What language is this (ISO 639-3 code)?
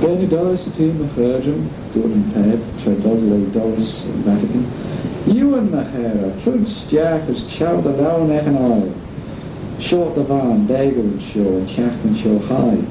glv